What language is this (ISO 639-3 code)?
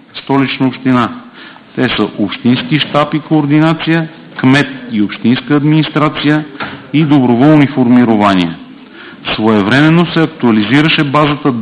bul